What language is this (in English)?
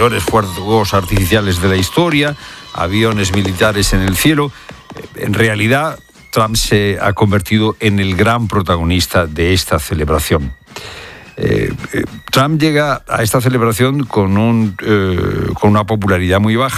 Spanish